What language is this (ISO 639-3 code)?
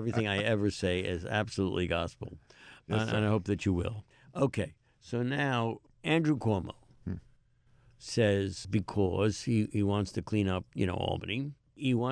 eng